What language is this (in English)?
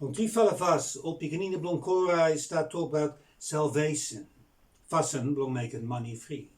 Bislama